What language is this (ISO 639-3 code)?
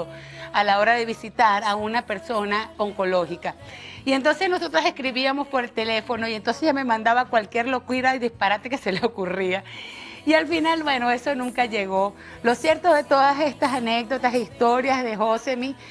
spa